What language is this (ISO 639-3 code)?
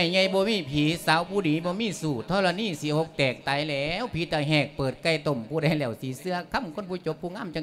lao